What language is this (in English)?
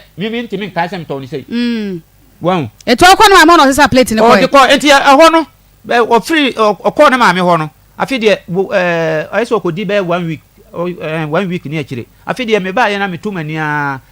Akan